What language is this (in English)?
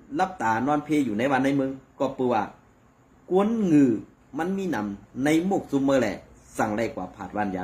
Shan